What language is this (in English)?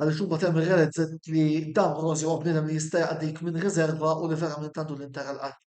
Maltese